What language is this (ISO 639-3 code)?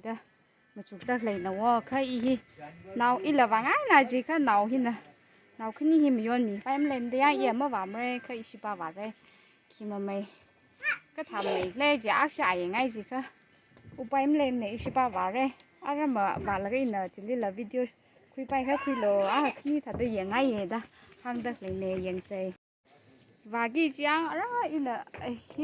nmf